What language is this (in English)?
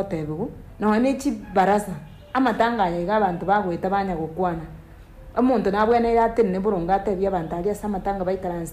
Gusii